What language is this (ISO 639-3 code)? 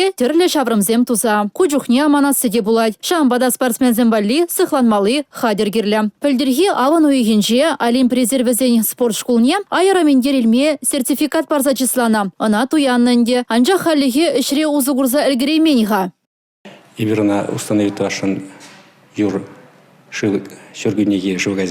chv